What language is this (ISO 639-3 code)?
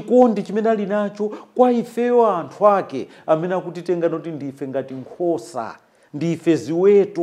nya